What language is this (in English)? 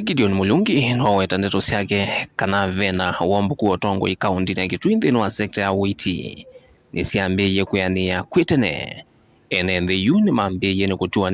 Kamba